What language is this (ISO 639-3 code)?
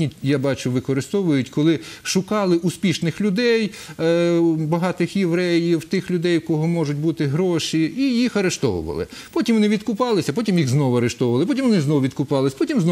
ukr